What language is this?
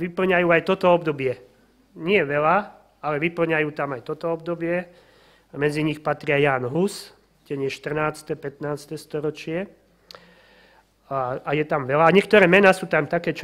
Slovak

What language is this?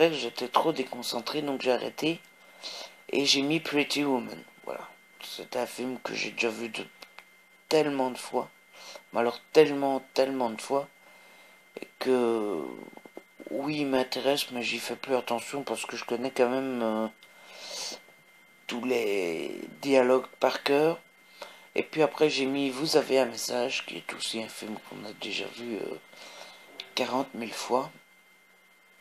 French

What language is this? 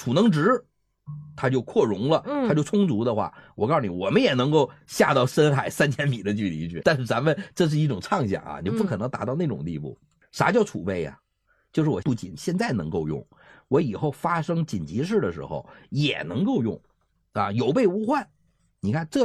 Chinese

